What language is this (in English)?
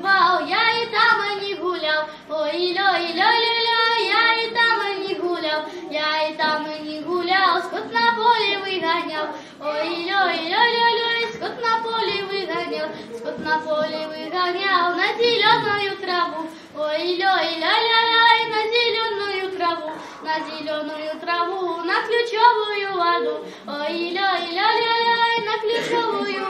Russian